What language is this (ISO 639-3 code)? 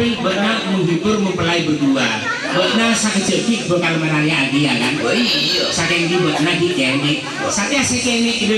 mad